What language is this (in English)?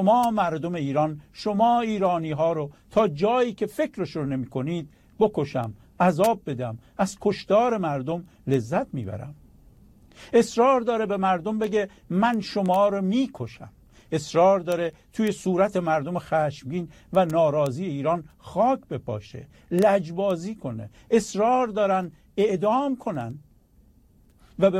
Persian